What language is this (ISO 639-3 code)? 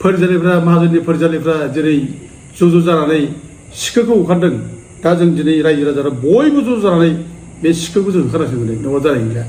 brx